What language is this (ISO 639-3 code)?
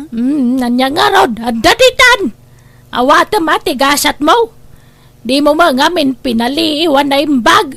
ilo